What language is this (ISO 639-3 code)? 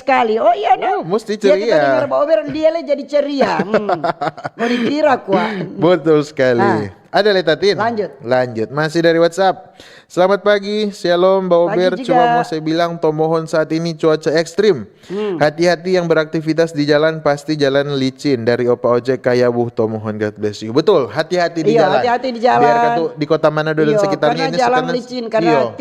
xmm